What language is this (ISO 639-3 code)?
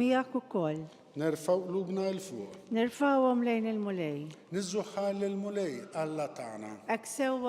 mlt